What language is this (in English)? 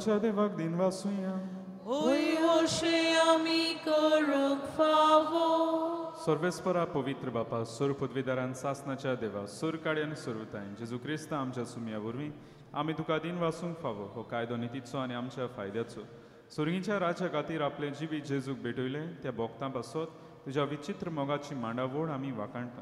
Konkani